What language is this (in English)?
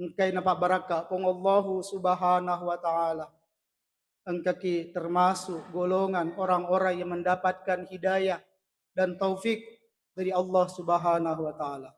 Buginese